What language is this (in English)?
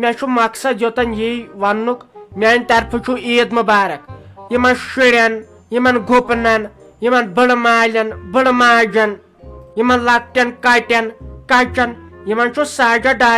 Kashmiri